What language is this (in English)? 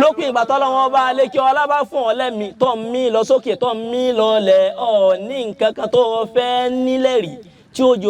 Yoruba